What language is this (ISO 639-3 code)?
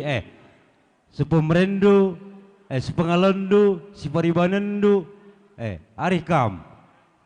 btx